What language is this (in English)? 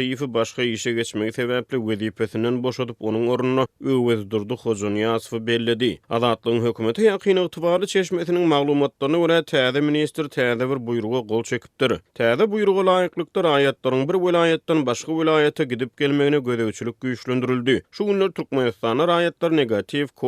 Turkmen